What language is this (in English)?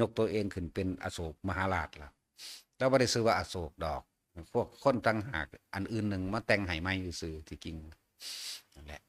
Northeastern Thai